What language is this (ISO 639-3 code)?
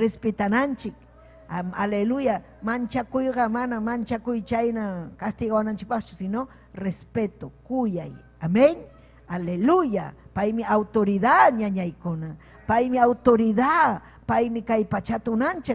quy